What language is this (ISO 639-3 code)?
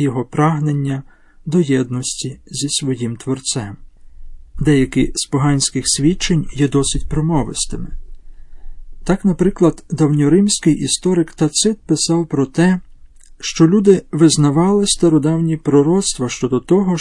ukr